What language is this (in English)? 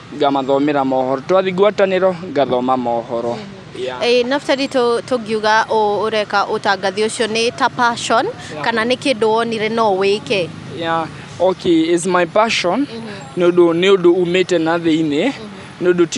Kikuyu